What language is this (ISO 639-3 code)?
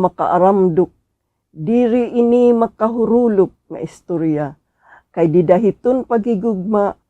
war